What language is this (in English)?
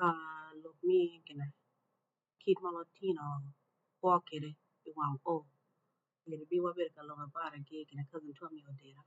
Acoli